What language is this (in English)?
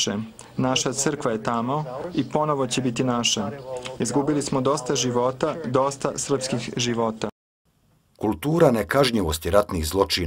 Bosnian